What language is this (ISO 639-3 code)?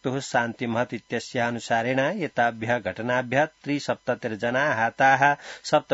san